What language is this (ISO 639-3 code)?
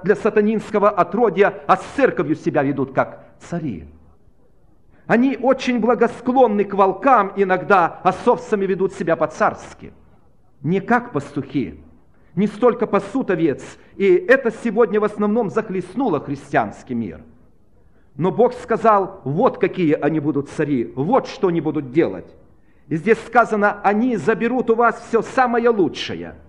rus